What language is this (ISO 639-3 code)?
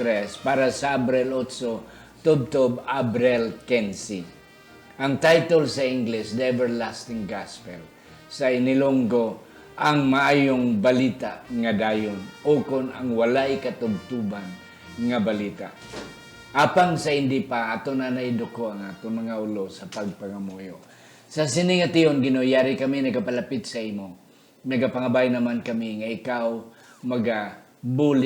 hil